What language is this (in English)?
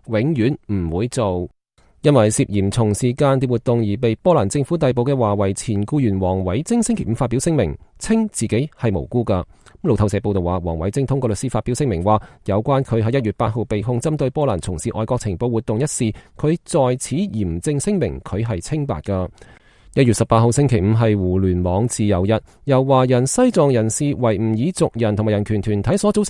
Cantonese